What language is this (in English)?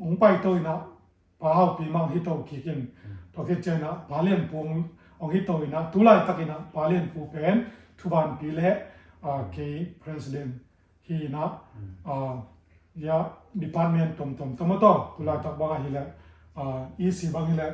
Tedim Chin